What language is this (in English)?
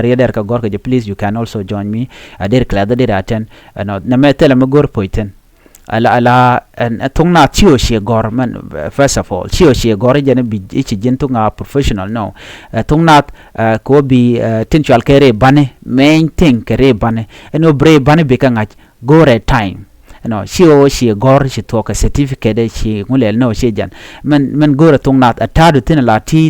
Nuer